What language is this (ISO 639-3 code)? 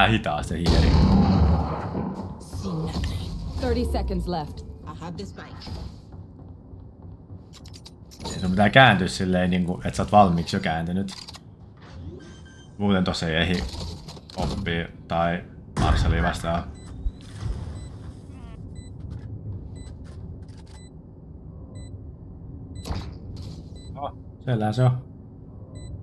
fin